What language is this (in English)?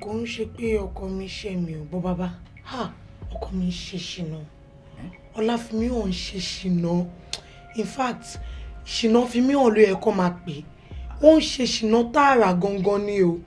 Yoruba